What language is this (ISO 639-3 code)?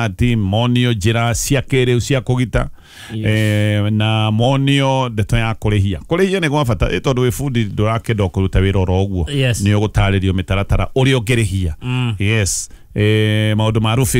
kik